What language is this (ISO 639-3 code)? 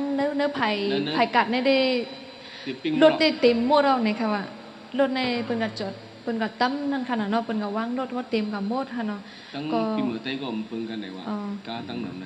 shn